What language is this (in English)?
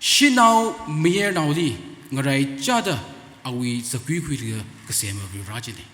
Tangkhul Naga (India)